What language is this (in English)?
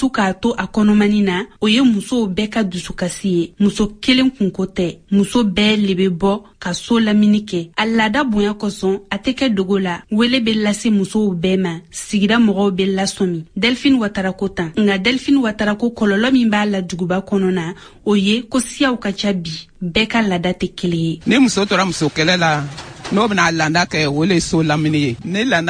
Bambara